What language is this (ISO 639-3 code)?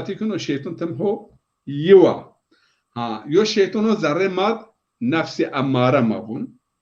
zza